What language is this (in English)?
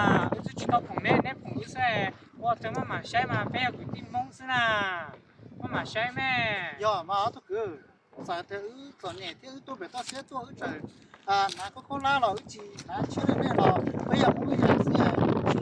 Hmong